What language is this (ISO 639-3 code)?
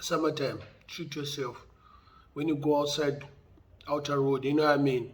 sna